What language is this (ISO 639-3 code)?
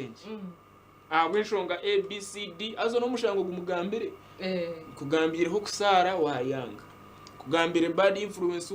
nyn